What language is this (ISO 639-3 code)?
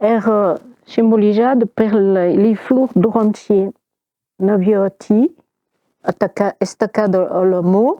oci